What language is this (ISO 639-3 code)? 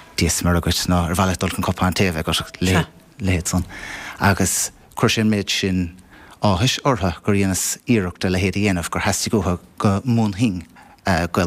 gle